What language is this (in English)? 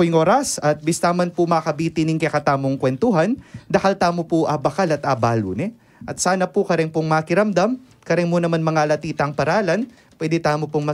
Pampanga